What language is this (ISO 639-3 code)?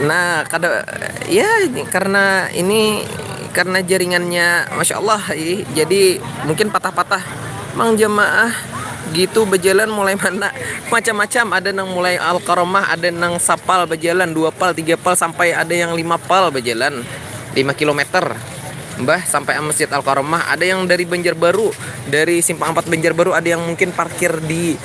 bjn